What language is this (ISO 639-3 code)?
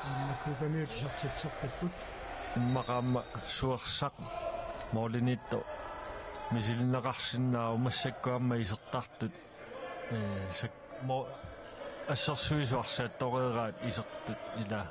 kal